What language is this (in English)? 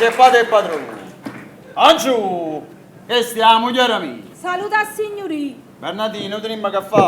Neapolitan